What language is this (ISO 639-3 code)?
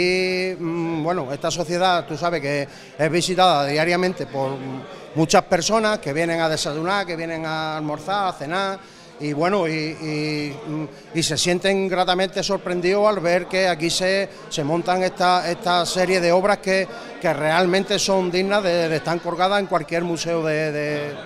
spa